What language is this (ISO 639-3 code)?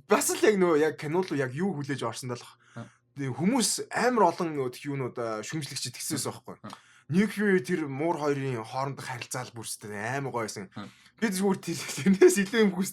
mon